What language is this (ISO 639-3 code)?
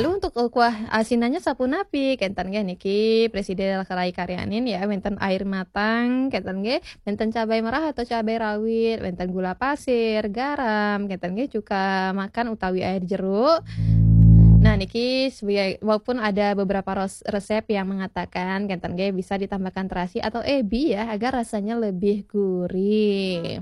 ban